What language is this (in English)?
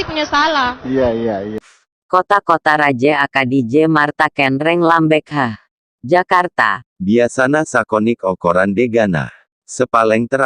Madurese